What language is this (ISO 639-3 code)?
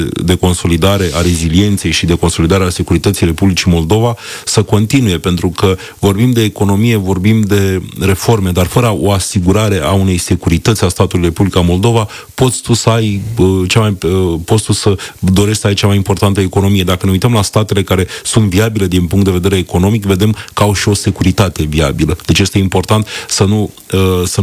ron